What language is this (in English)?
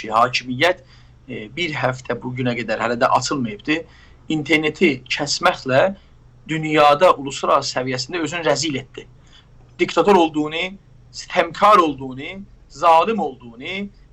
South Azerbaijani